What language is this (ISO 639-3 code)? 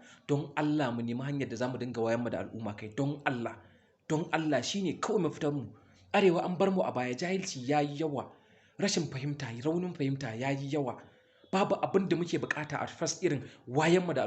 hau